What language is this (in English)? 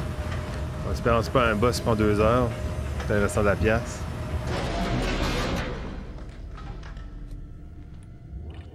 French